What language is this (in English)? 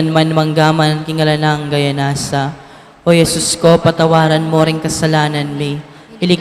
Pampanga